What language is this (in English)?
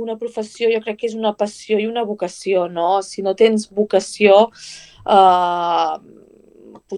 Catalan